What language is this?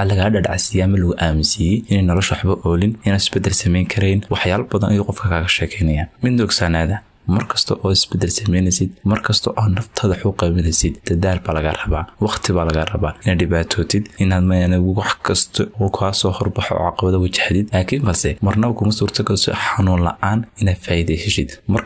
Somali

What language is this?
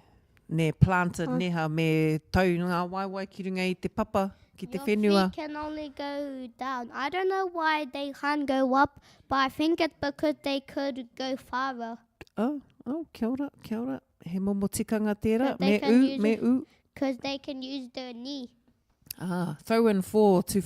Māori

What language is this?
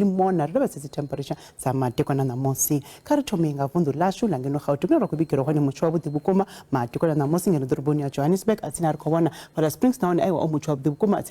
Venda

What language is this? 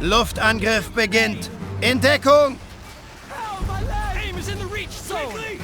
Bavarian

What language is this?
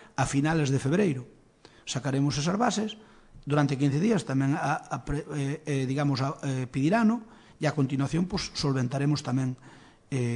Galician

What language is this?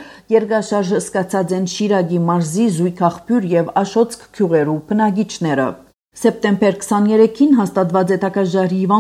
Armenian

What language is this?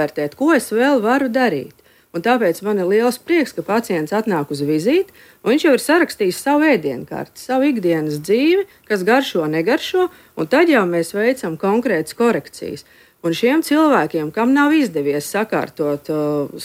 Latvian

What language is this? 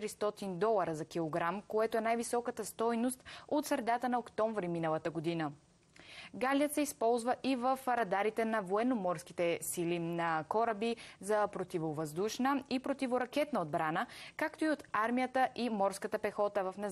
Bulgarian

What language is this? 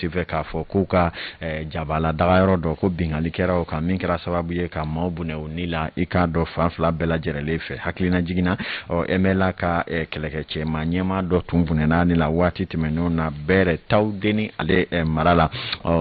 Bambara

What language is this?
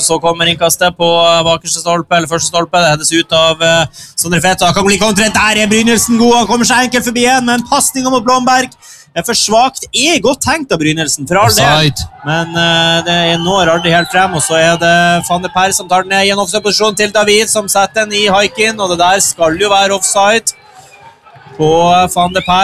Norwegian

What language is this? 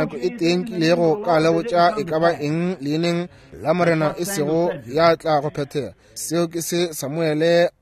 Northern Sotho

